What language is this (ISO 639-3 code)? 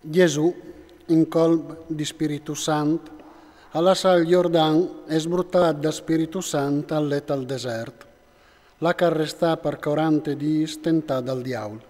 fur